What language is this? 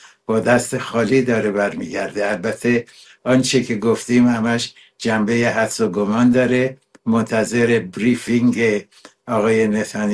Persian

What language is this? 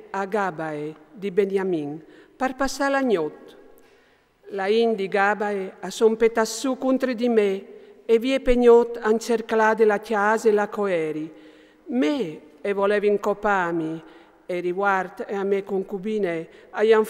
Friulian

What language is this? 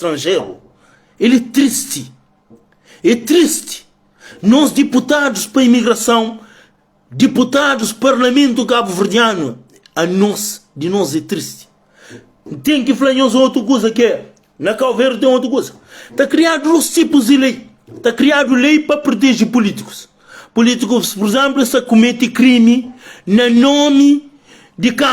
Kabuverdianu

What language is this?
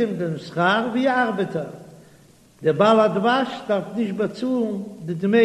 Yiddish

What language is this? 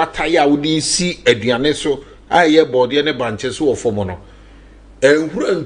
Akan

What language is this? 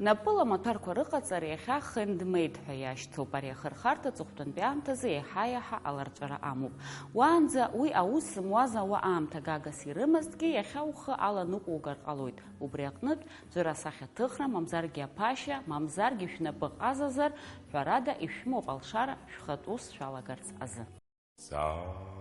Abkhazian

